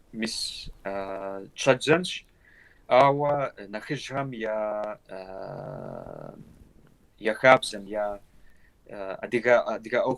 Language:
Kabardian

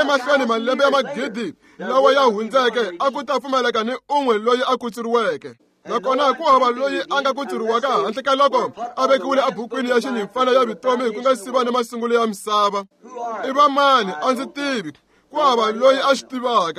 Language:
Tsonga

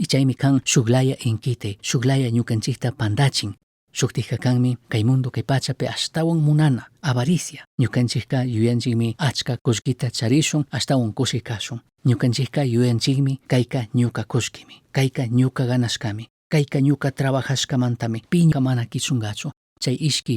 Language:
Chimborazo Highland Quichua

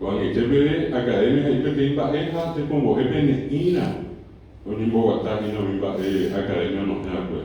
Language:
Guarani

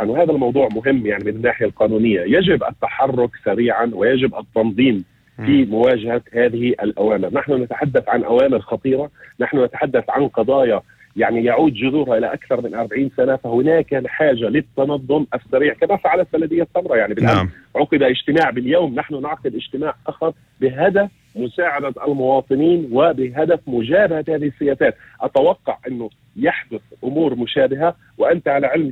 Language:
North Levantine Arabic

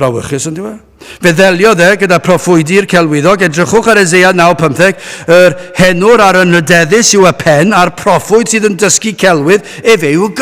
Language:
Welsh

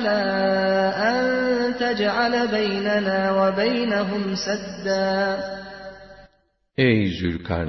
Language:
Turkish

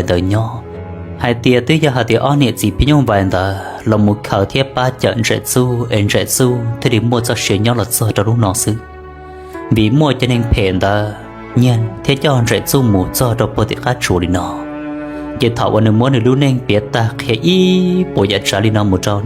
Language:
Hmong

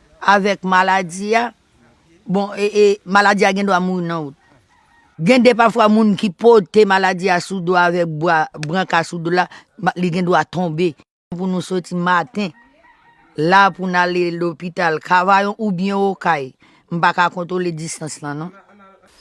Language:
Haitian Creole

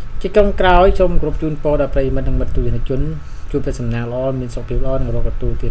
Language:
Khmer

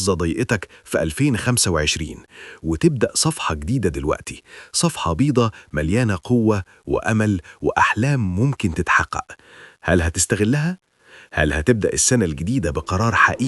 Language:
Egyptian Arabic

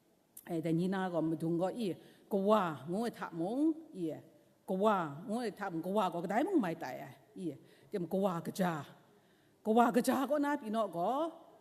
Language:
Kachin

